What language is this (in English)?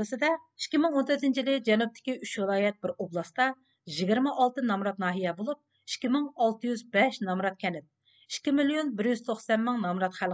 Uyghur